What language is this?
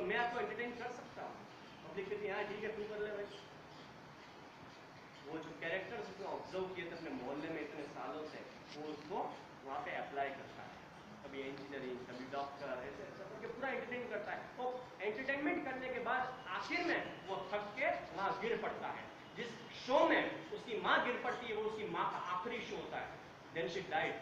Hindi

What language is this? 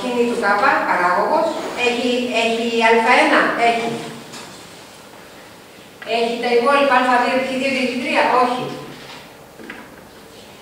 Greek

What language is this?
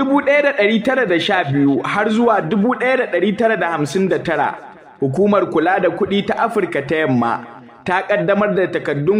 Hausa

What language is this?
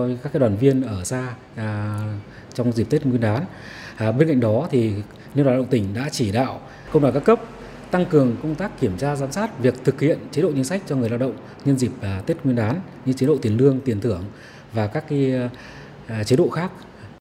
Vietnamese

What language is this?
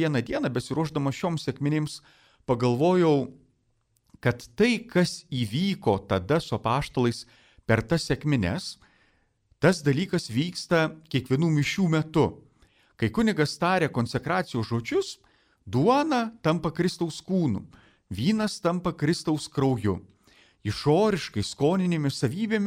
Lithuanian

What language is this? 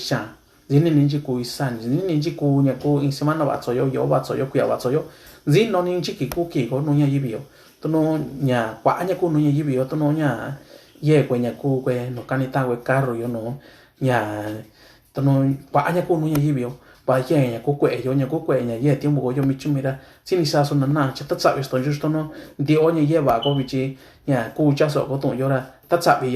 Mixtepec Mixtec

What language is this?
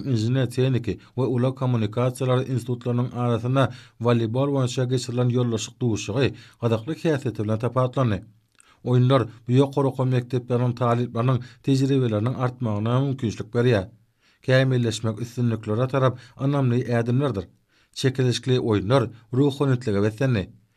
Turkmen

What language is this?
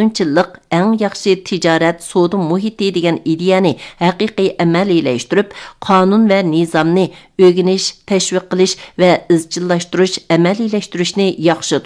Uyghur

